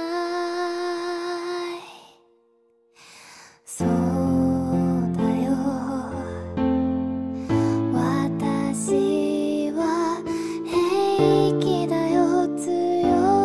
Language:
Japanese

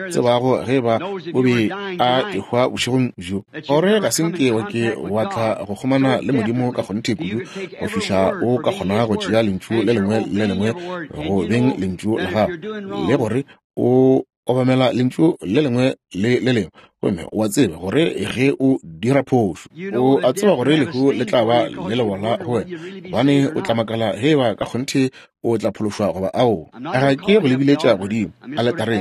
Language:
Northern Sotho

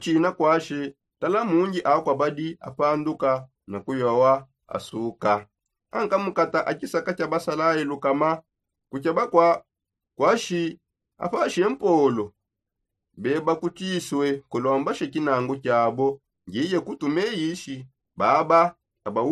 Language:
Songe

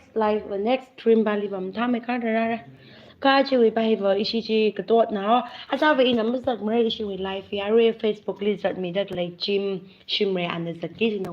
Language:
Tangkhul Naga (India)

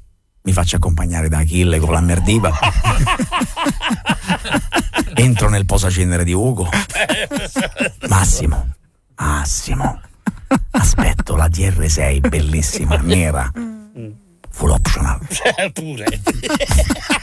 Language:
Italian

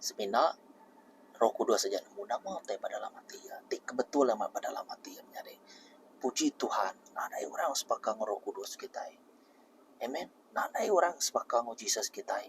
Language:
Iban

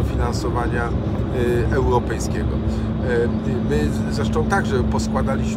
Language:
Polish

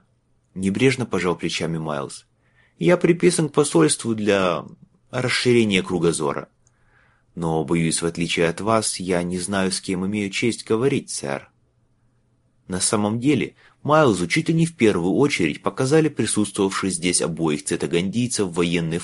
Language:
Russian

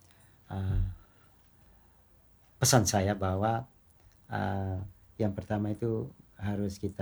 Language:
Indonesian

